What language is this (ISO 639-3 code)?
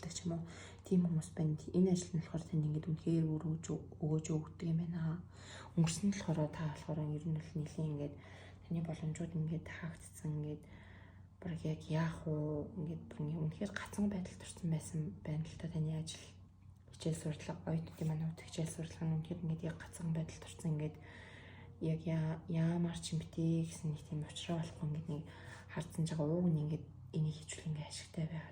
mon